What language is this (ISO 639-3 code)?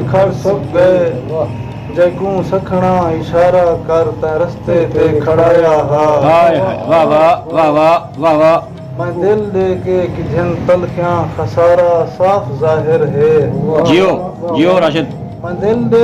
skr